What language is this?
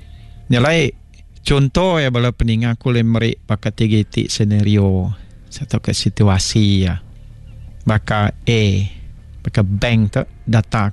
Iban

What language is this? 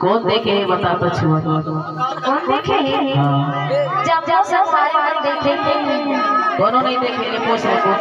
Chhattisgarhi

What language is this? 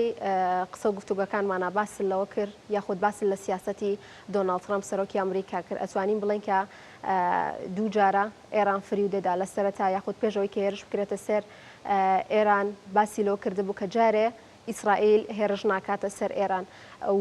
Central Kurdish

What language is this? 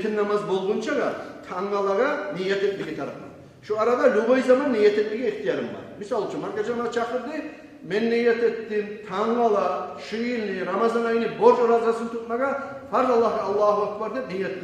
Kumyk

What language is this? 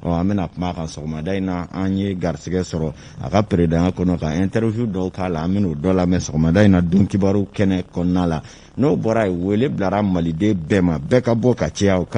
Bambara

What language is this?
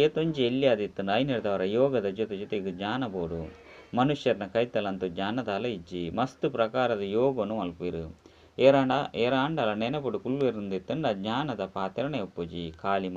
Tulu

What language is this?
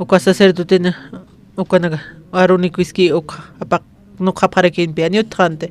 Aymara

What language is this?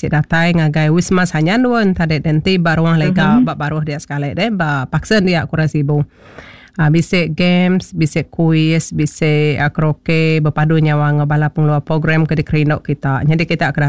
Iban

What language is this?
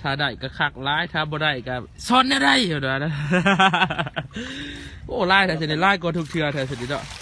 Lao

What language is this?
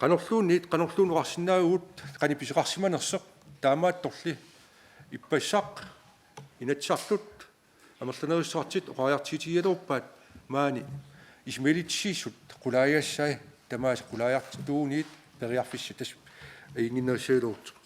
Kalaallisut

